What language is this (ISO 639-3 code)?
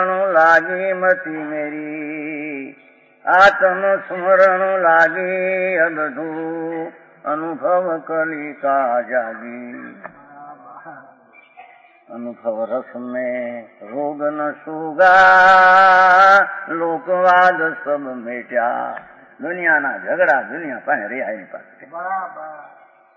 guj